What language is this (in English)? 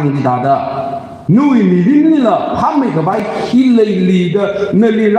Tangkhul Naga (India)